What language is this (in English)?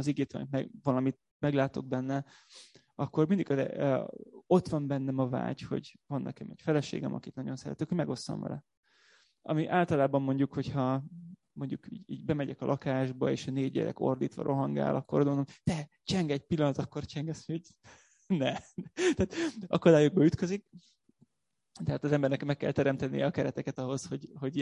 Hungarian